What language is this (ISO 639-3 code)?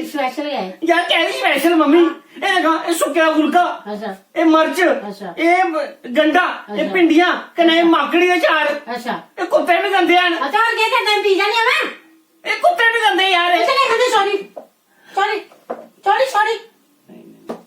doi